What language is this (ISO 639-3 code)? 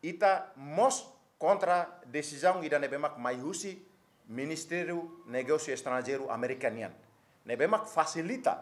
tet